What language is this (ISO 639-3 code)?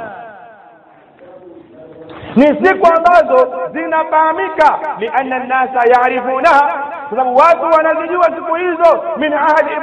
swa